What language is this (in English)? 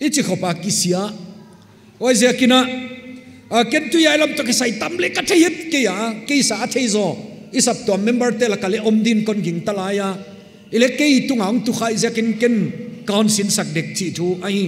Paite Chin